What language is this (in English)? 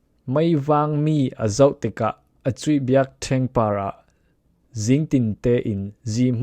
Falam Chin